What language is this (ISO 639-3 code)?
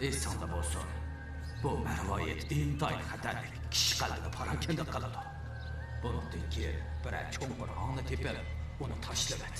uig